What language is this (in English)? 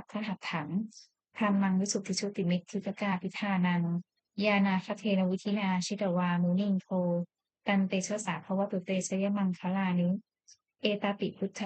Pali